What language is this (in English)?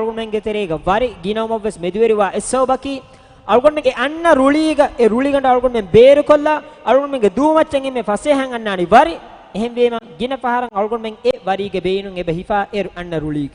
Divehi